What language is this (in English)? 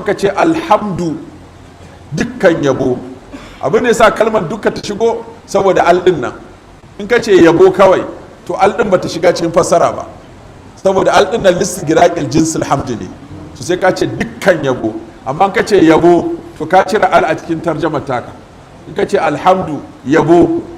Hausa